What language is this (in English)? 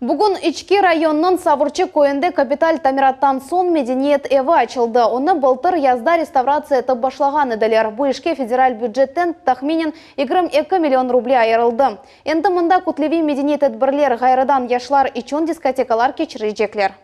Crimean Tatar